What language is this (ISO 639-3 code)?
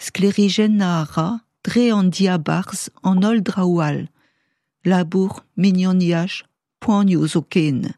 bre